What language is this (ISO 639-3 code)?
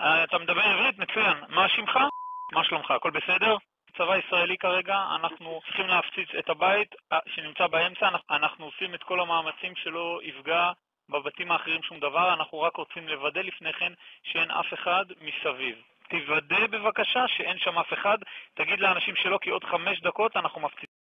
heb